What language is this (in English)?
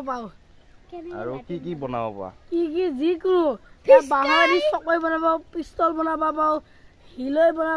Assamese